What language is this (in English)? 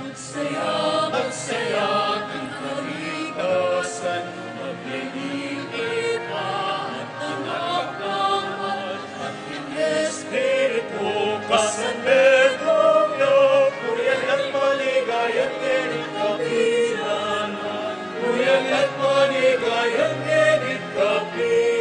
Pampanga